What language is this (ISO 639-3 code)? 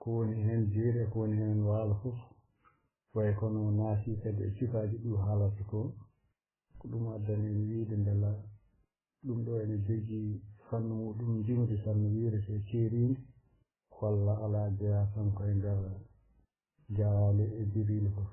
ful